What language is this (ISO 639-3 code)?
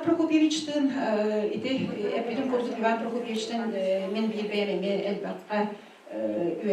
sah